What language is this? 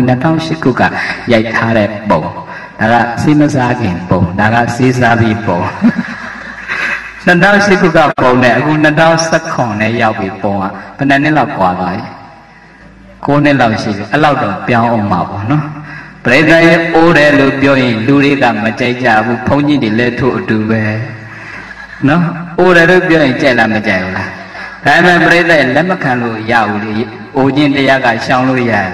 Burmese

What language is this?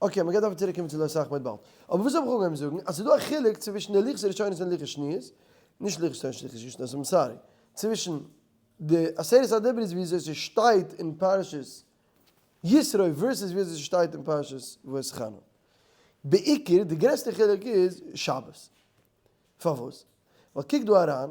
Yiddish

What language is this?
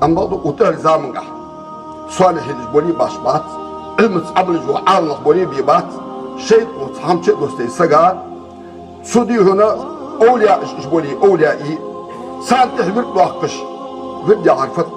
Ingush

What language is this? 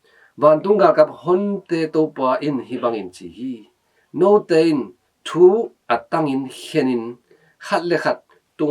Tedim Chin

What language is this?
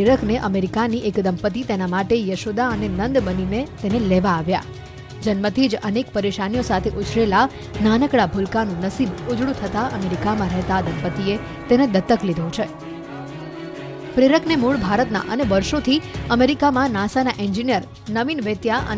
Gujarati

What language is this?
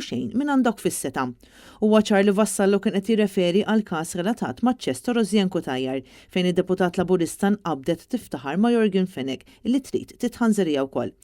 Maltese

